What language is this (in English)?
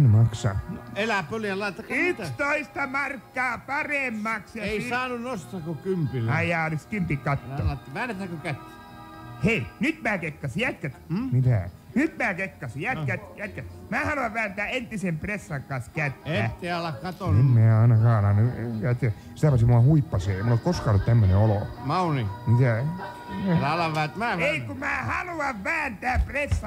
Finnish